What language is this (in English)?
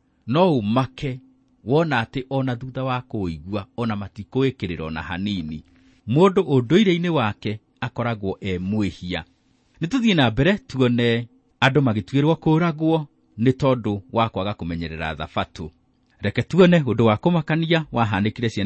Kikuyu